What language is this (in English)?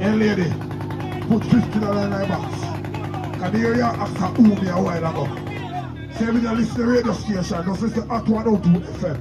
Jamaican Creole English